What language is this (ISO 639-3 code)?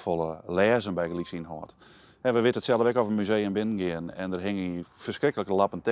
fry